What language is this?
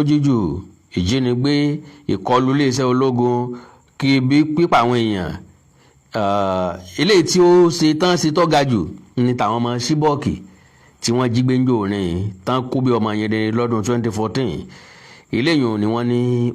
Yoruba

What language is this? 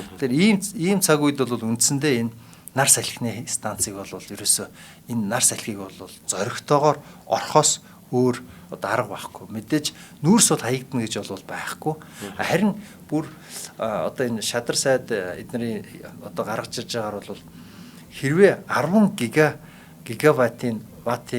Mongolian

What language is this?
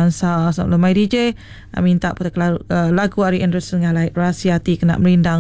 Iban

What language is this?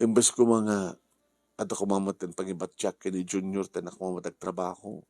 Iloko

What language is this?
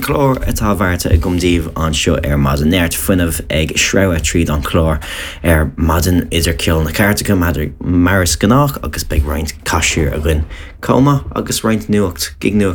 Irish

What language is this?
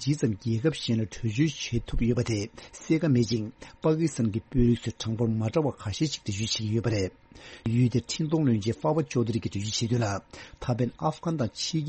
Tibetan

